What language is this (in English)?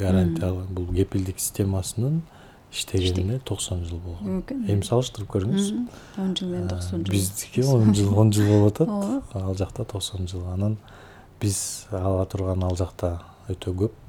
Kyrgyz